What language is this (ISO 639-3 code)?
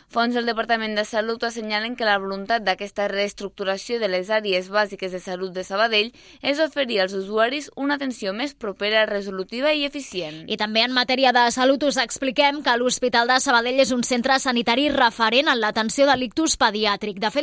cat